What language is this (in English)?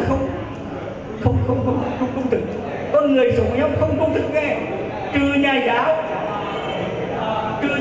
Vietnamese